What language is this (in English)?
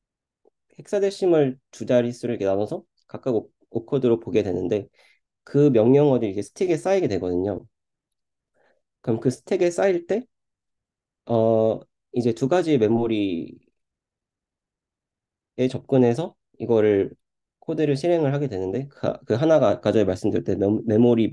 Korean